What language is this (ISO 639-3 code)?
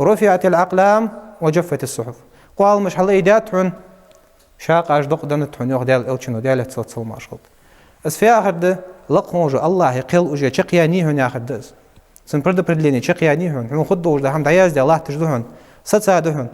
inh